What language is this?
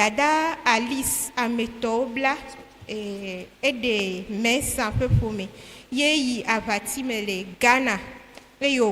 Ewe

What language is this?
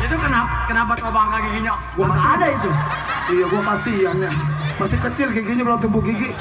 Betawi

